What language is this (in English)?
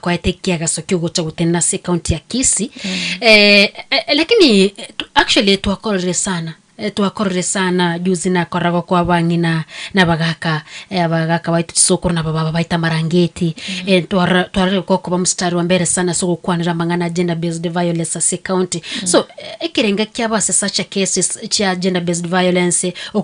Gusii